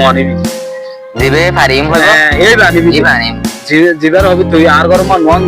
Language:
Rohingya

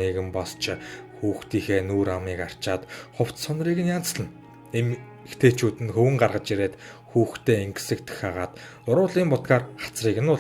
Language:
Mongolian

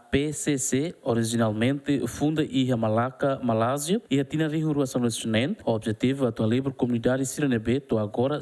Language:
Tetum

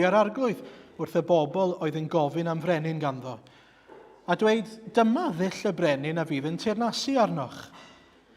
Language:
Welsh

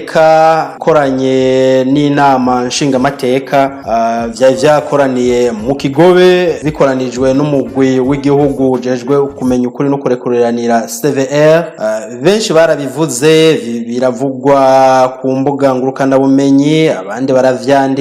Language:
Rundi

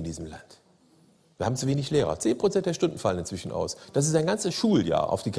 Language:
German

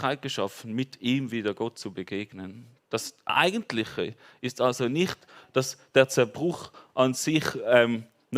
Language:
Swiss German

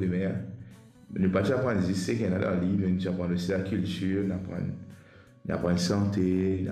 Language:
Morisyen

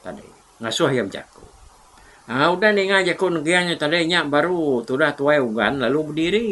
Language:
Iban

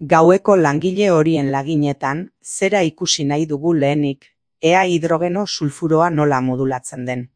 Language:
Basque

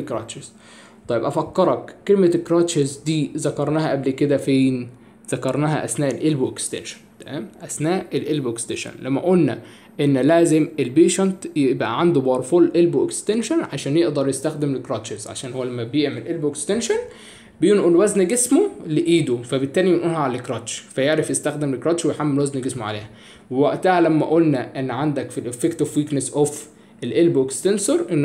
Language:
Egyptian Arabic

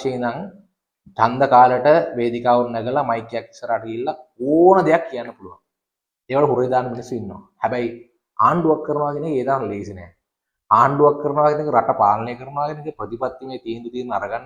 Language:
Sinhala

